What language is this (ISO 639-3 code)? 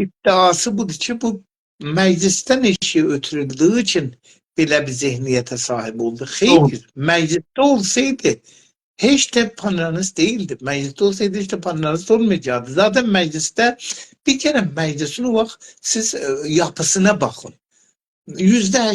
azb